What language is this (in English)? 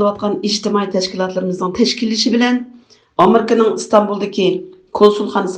Uyghur